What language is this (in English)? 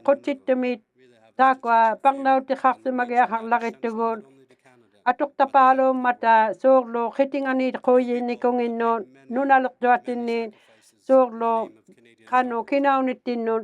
Inuktitut